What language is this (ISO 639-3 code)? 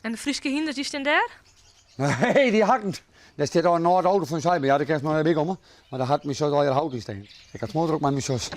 fry